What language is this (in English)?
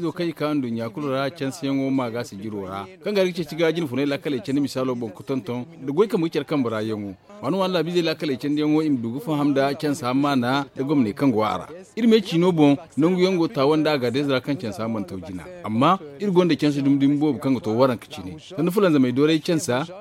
Zarma